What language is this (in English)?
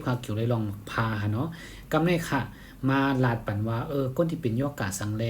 Shan